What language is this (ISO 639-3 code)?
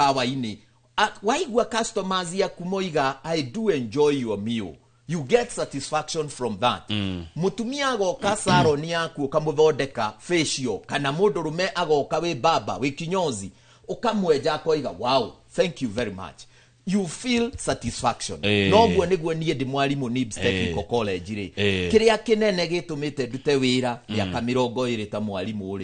kik